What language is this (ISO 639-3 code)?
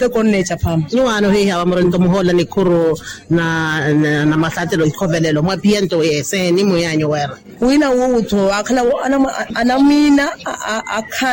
vmw